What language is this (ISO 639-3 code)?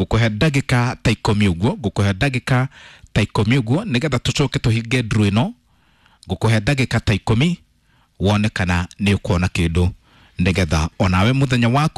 kik